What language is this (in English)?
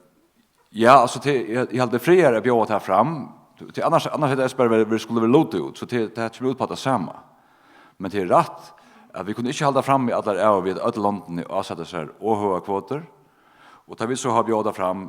Faroese